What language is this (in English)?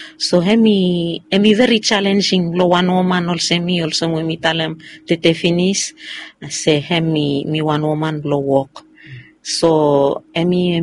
Bislama